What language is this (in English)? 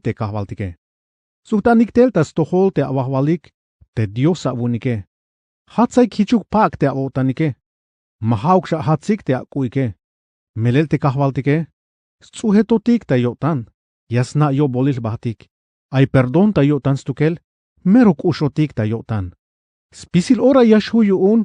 Tzeltal